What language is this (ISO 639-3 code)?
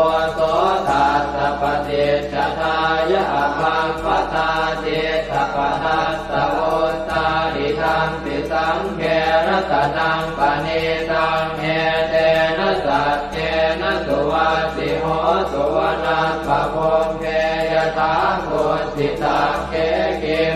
pli